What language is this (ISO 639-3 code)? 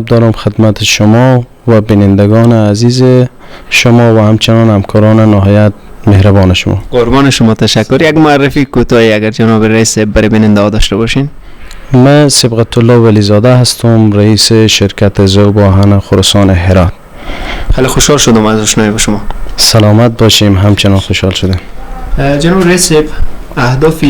fas